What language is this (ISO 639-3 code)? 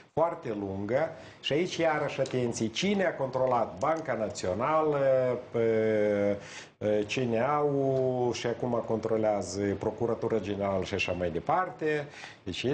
ron